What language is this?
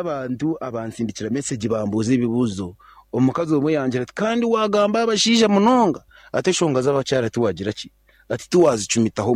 Nyankole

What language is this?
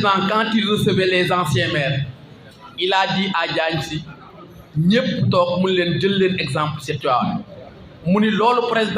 Wolof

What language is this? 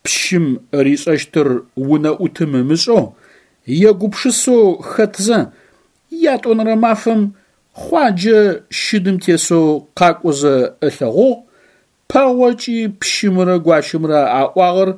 Adyghe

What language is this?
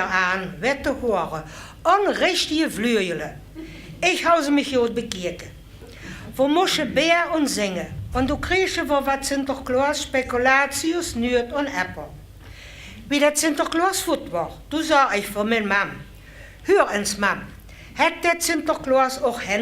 Limburgish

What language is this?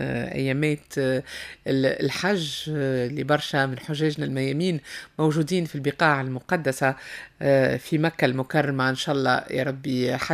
Tunisian Arabic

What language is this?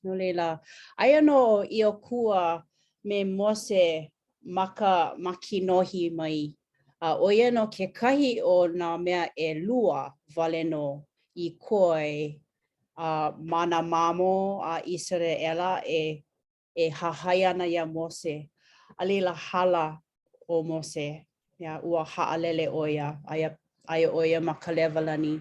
Hawaiian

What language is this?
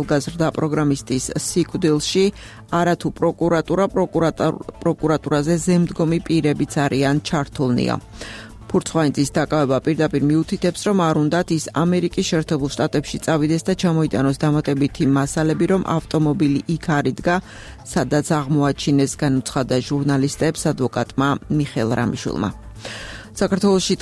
Georgian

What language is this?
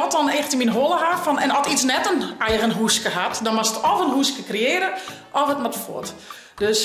Western Frisian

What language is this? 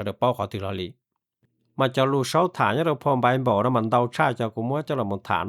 Hmong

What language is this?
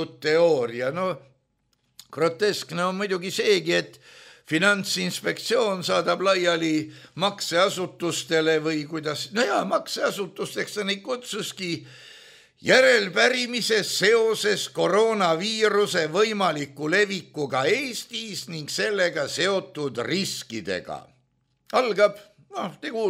Estonian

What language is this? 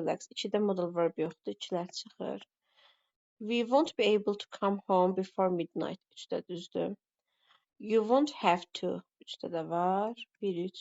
Azerbaijani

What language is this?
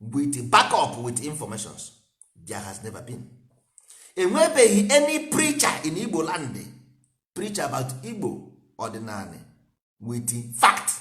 Igbo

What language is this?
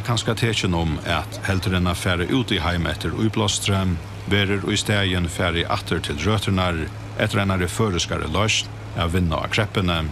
Faroese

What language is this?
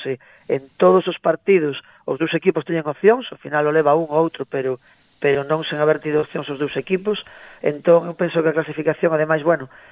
Galician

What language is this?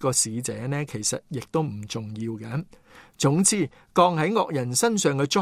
Cantonese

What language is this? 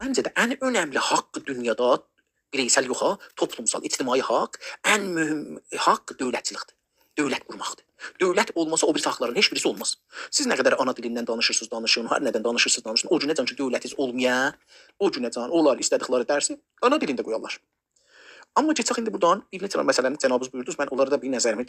South Azerbaijani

